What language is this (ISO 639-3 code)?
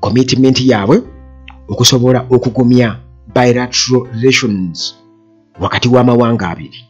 lug